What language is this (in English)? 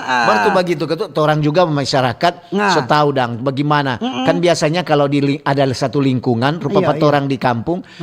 Manado Malay